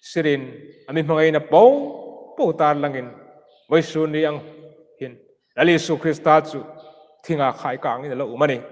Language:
Hmar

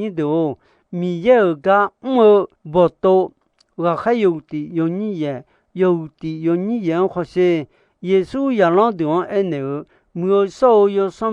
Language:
Akha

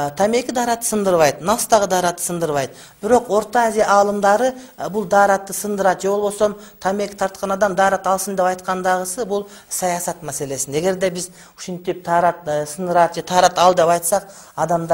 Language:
Kyrgyz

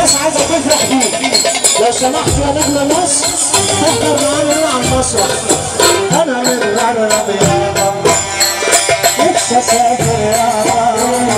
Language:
Egyptian Arabic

